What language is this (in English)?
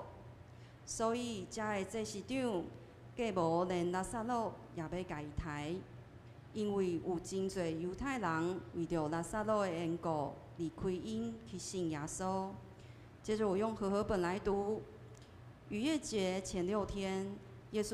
Min Nan Chinese